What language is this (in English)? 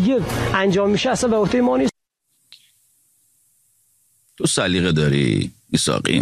Persian